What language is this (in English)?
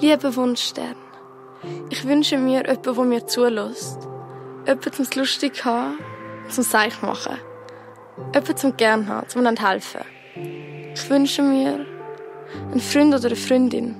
Swiss German